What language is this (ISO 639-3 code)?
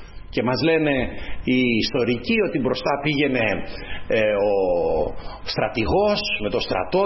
ell